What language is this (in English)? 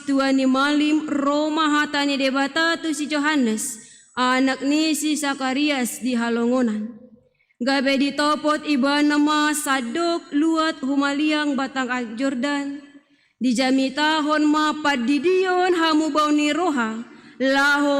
Batak Toba